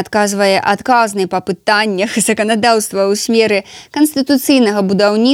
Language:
Belarusian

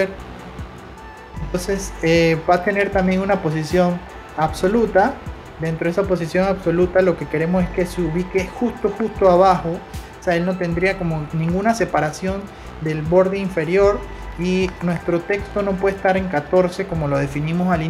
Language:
Spanish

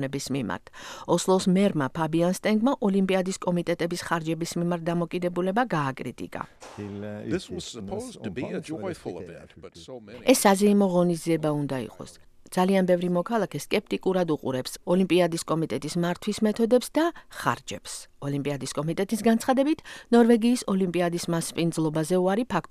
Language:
Georgian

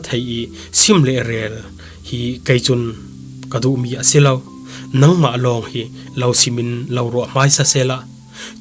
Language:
Falam Chin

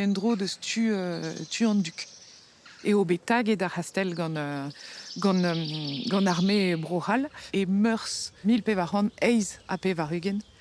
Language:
Breton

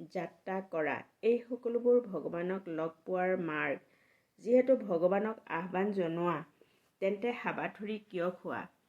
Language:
Assamese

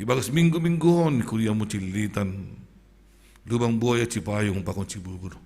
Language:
Batak Simalungun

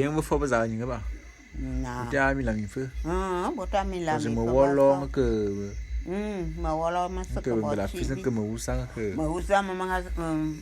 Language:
Bulu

